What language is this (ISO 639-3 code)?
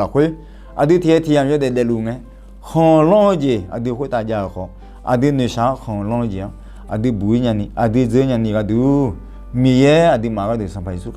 ahk